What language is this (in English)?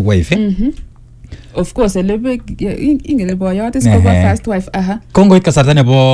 Swahili